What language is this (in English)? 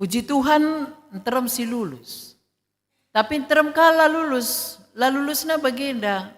Batak Karo